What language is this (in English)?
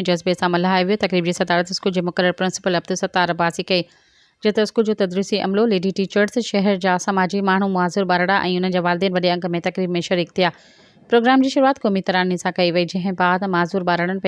Sindhi